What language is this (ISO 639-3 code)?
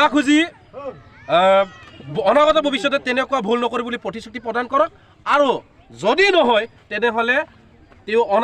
asm